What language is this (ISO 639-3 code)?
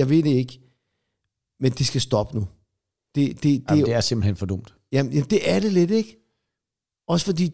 dan